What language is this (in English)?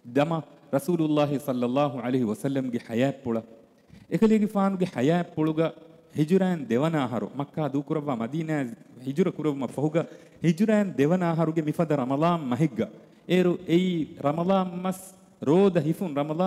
Divehi